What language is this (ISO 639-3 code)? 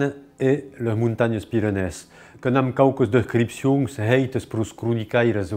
oci